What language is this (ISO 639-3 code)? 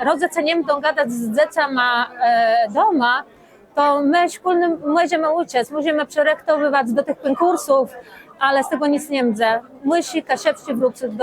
csb